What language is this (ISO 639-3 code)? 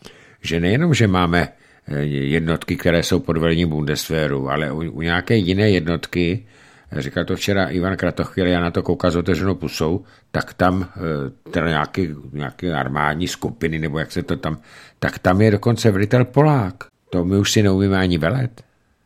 ces